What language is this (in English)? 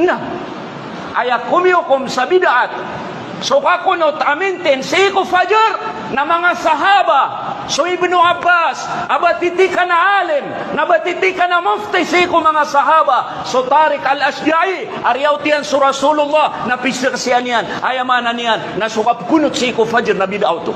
Maranao